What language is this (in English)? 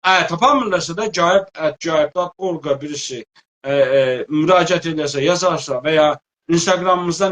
South Azerbaijani